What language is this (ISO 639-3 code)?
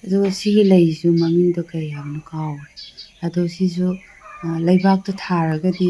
mni